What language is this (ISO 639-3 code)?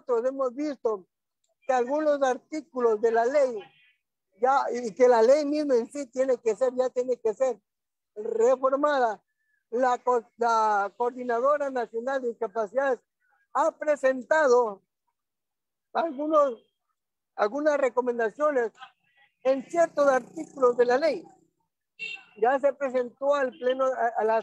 spa